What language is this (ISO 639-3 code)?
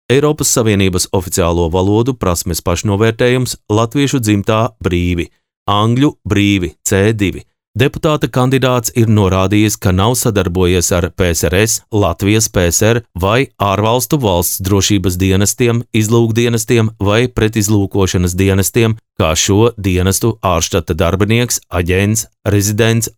lav